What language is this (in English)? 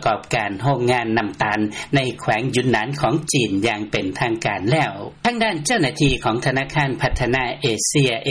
Lao